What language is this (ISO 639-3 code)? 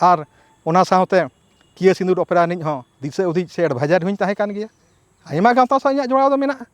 sat